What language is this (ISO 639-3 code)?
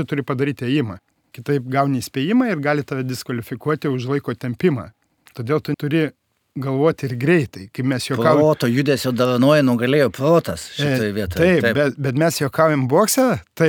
lit